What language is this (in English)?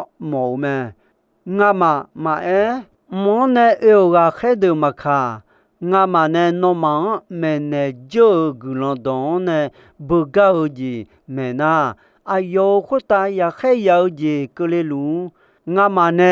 Akha